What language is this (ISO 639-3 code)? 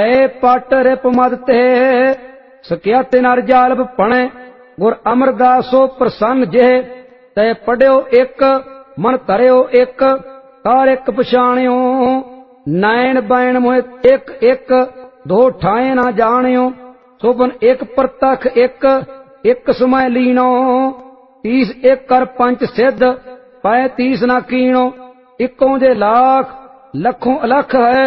pan